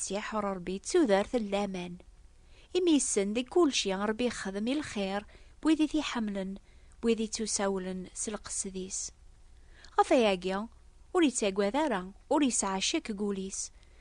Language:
Kabyle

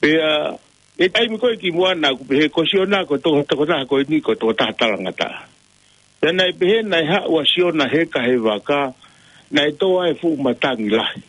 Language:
Tongan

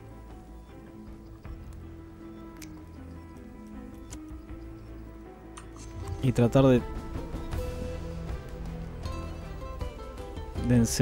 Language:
Spanish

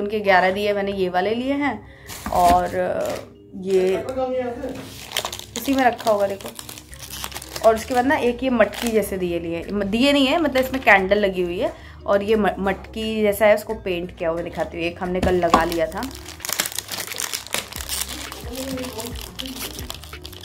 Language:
Hindi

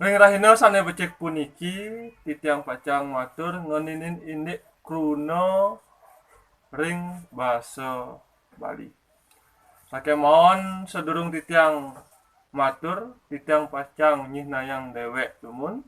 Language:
Balinese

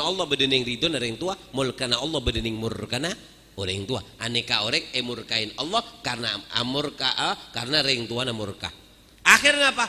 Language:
Madurese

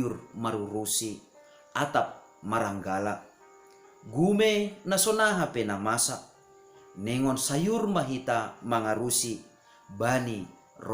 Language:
Batak Simalungun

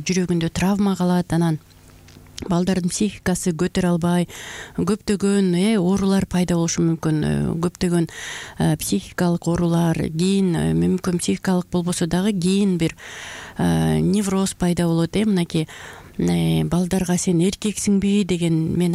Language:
Kyrgyz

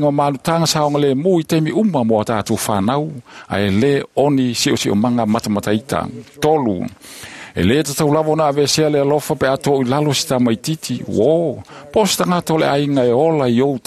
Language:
Samoan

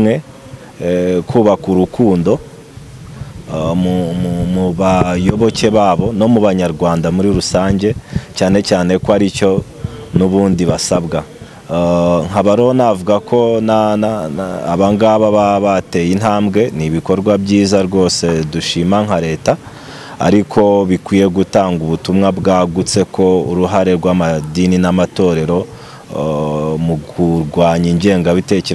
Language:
Kinyarwanda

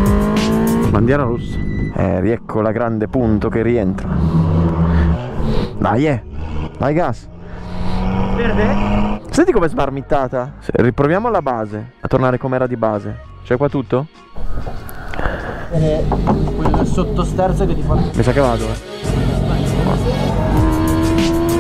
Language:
Italian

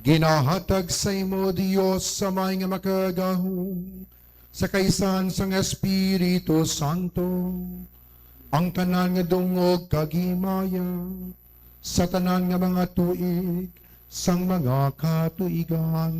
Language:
Hiligaynon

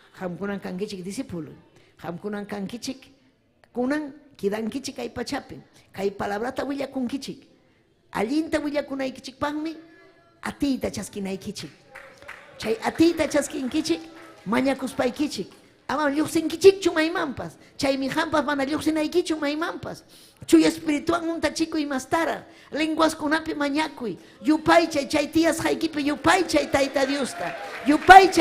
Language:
Ayacucho Quechua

